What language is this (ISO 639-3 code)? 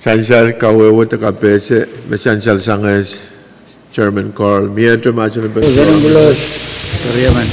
pon